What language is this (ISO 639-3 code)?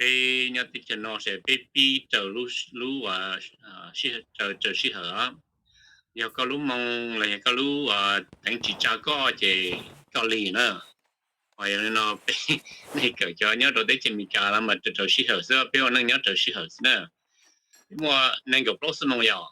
hmn